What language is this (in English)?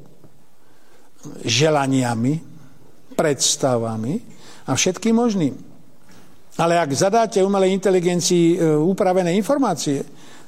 Slovak